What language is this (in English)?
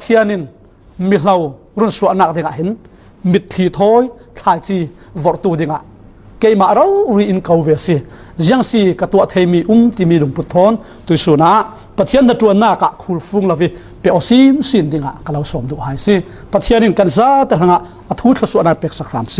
Falam Chin